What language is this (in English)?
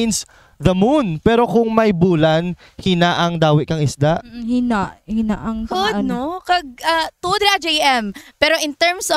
Kinaray-a